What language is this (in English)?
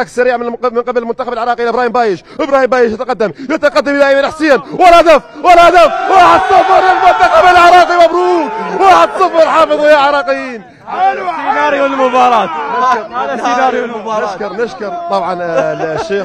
Mesopotamian Arabic